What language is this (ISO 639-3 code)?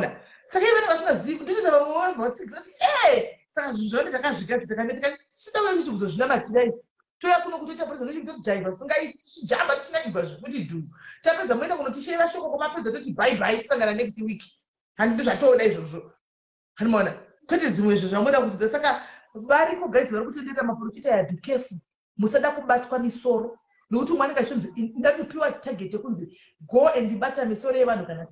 sna